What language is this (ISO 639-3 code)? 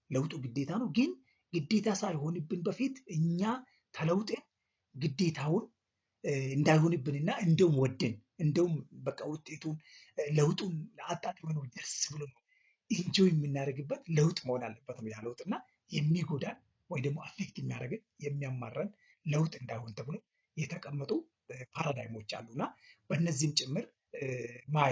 amh